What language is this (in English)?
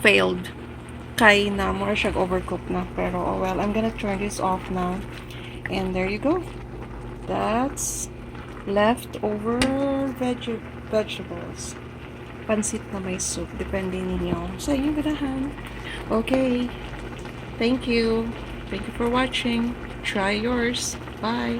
Cebuano